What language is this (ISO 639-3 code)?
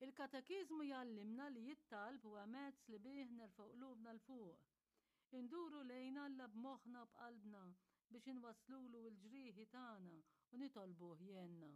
mlt